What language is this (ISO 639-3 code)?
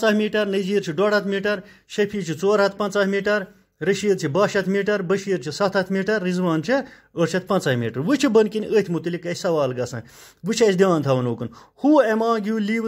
kas